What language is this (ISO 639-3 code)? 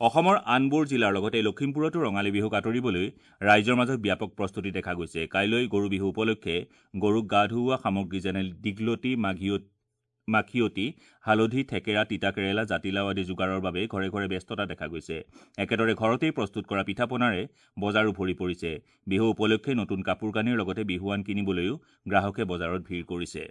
asm